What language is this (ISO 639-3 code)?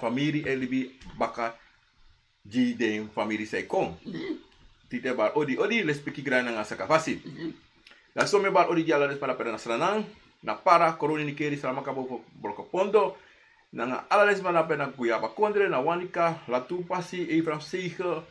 srn